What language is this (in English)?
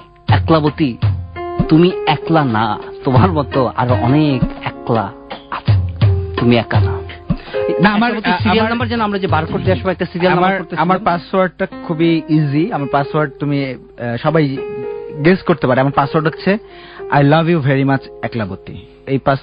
Bangla